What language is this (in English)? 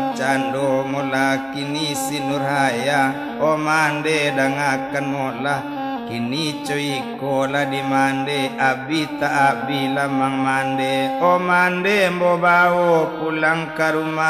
Minangkabau